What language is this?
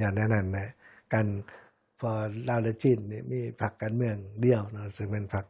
Lao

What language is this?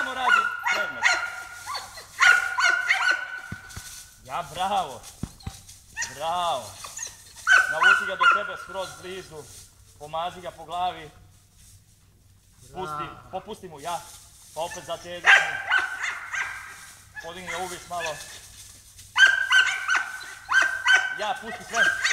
Croatian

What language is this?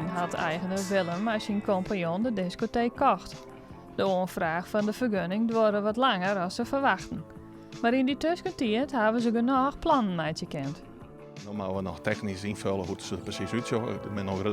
Western Frisian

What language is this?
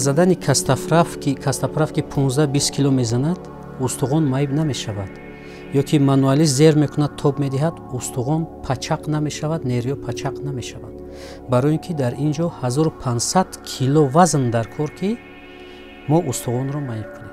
Tajik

